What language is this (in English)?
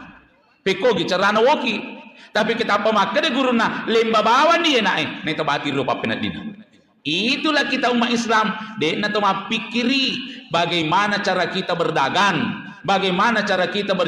Buginese